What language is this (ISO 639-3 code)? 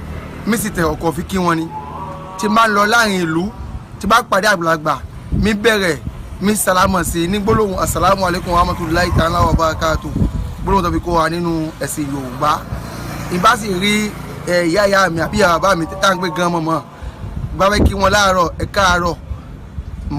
yor